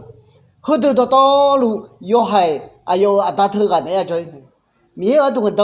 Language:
Akha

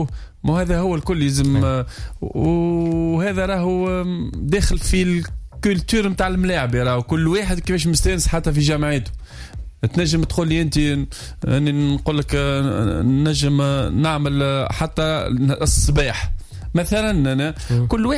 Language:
Tunisian Arabic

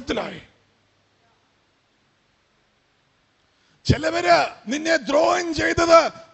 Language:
Malayalam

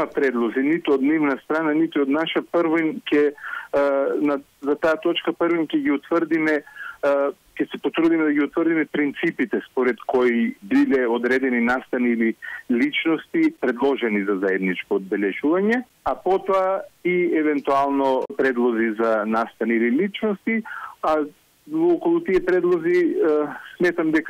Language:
Macedonian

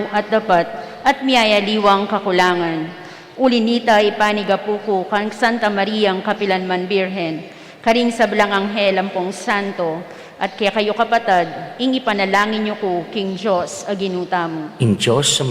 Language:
Pampanga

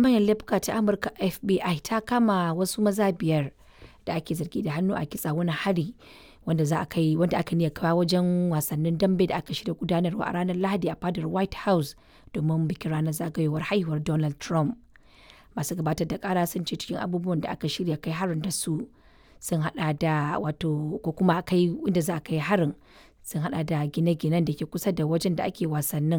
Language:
Hausa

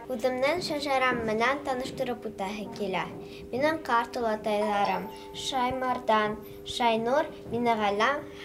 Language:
Bashkir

